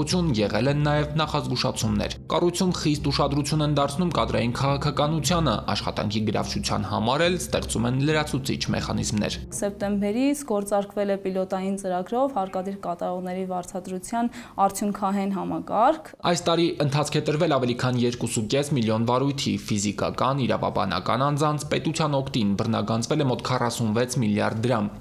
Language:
Armenian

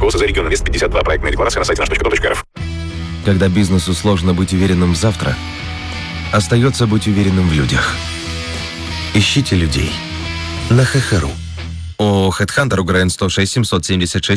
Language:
Russian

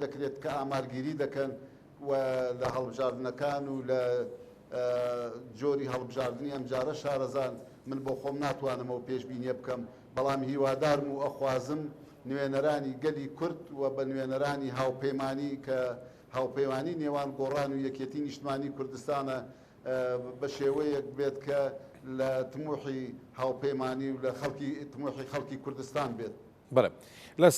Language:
Central Kurdish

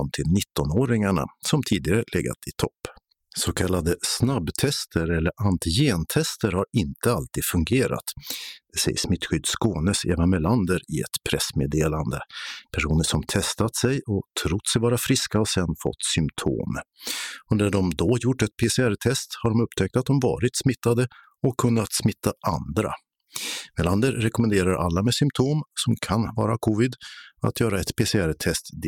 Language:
Swedish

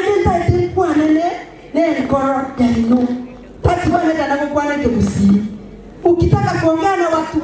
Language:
Gusii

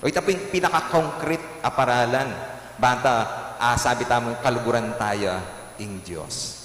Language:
Pampanga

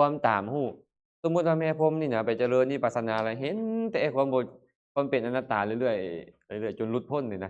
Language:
Lao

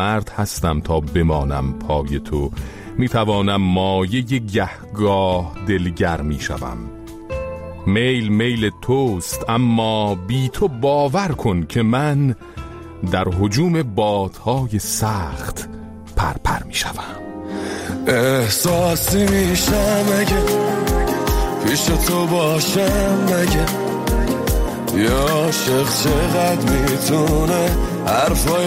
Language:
Persian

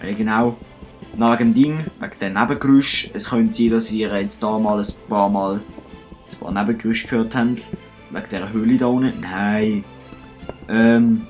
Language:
Swiss German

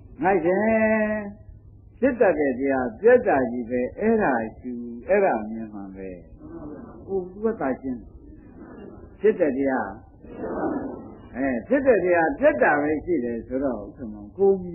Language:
Burmese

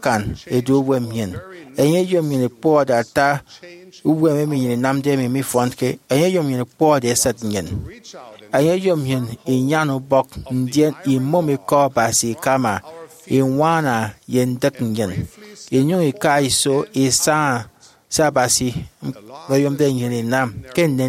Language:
Efik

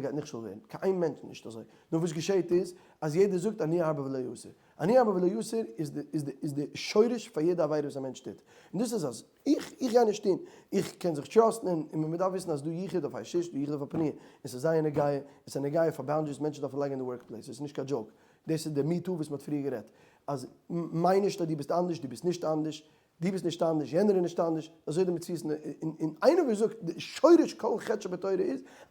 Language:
Yiddish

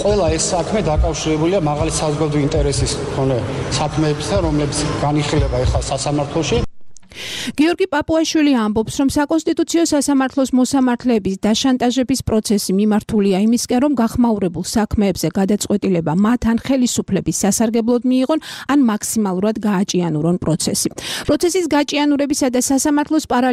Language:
Georgian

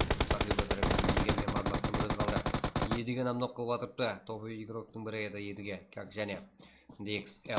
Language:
Kara-Kalpak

